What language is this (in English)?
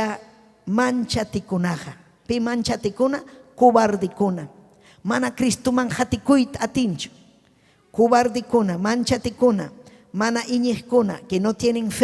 Ayacucho Quechua